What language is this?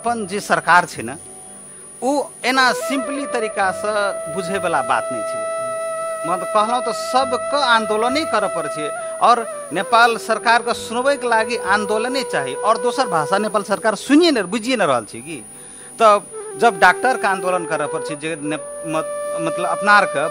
Maithili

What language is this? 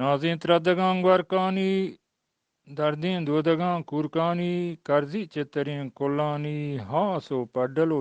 Eastern Balochi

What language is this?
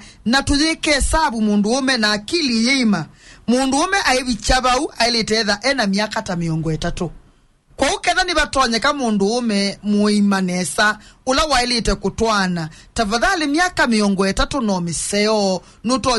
Kamba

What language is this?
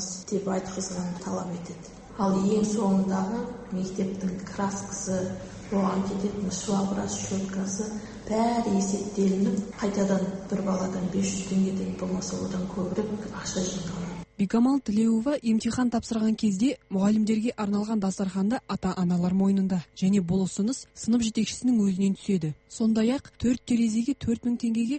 Kazakh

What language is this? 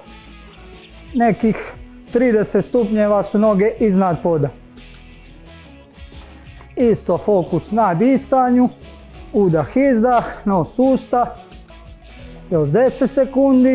Croatian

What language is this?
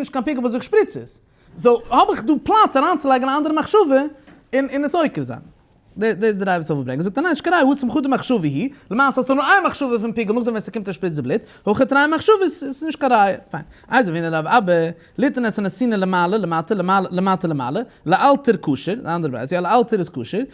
Yiddish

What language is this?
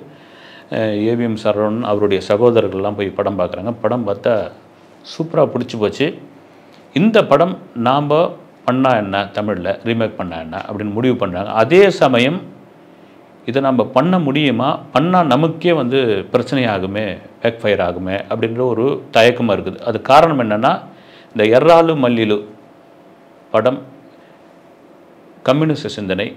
Tamil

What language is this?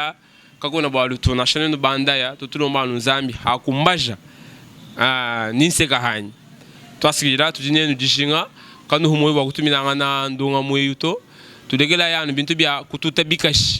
Luba-Lulua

